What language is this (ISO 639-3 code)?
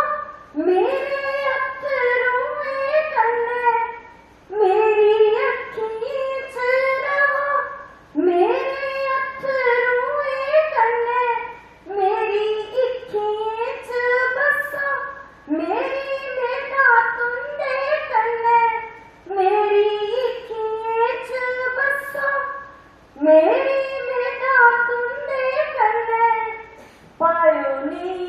doi